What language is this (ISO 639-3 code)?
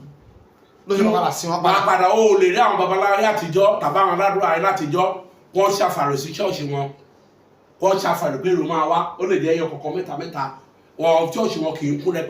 yor